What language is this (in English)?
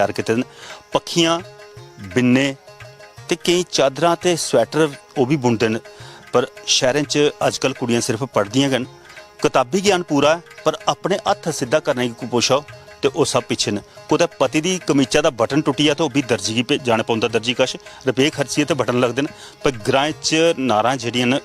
Dogri